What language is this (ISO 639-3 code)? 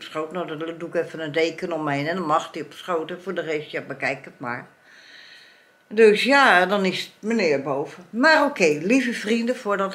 nld